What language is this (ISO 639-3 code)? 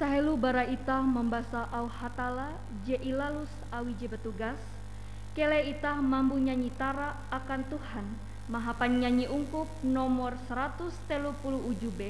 nij